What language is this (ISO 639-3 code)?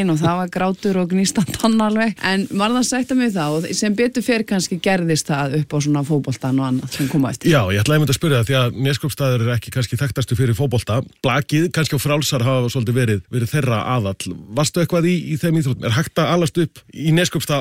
isl